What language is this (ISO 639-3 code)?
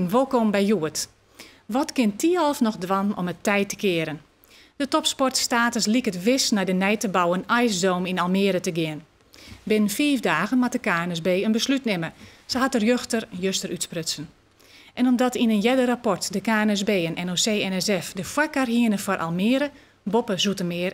fry